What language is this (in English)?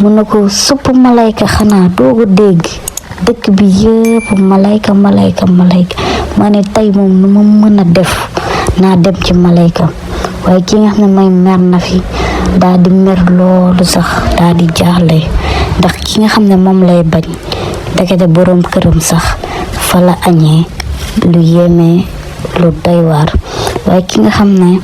Wolof